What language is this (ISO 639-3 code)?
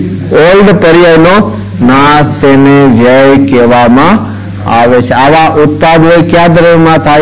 guj